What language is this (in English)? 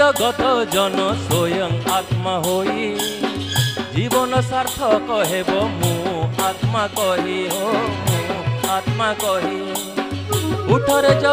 Odia